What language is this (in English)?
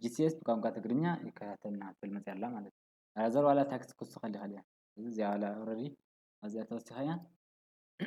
Tigrinya